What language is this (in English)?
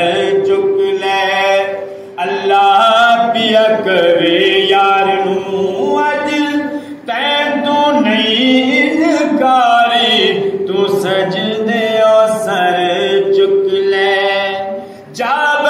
Saraiki